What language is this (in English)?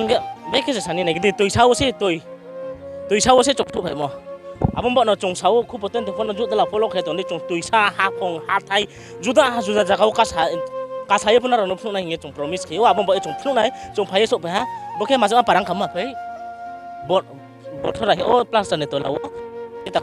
Riang (India)